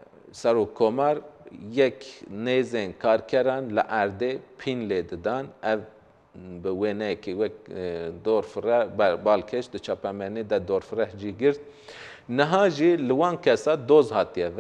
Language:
Kurdish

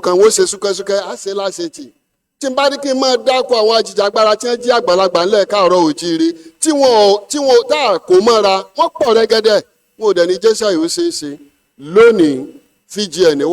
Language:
Yoruba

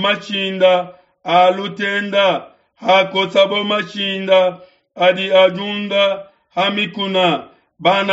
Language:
Luba-Lulua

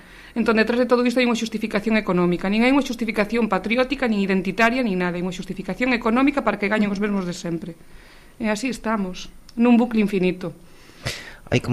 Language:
Galician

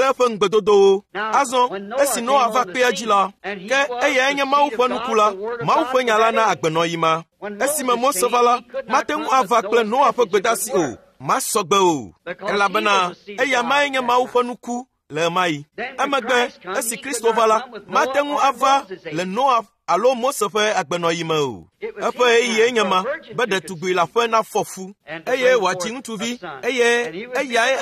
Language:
Ewe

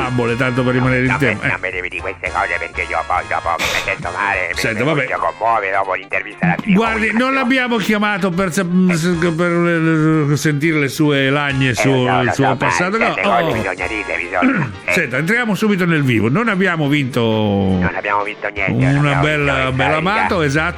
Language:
Italian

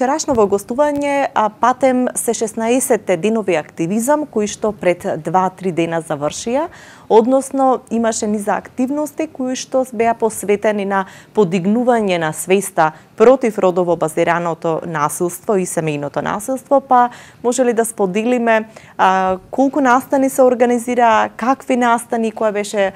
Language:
Macedonian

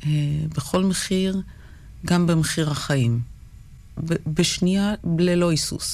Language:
Hebrew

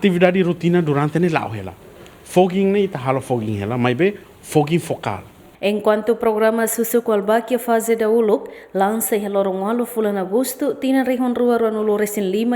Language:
Tetum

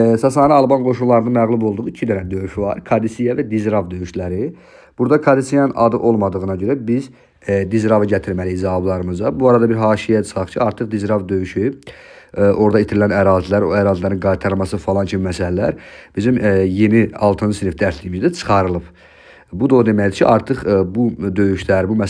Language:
Azerbaijani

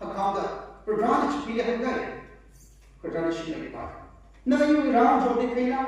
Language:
Tangkhul Naga (India)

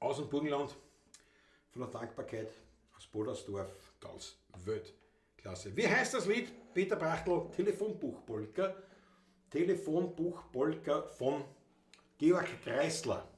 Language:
Bavarian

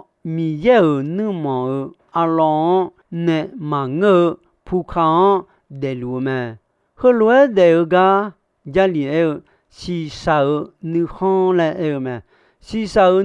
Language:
Akha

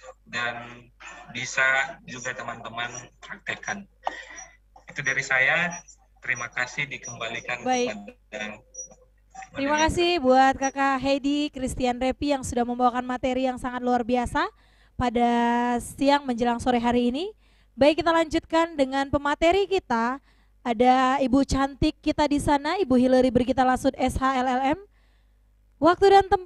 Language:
Indonesian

